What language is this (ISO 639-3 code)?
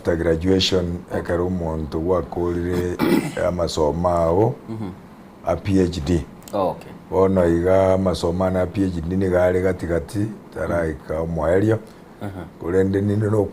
guz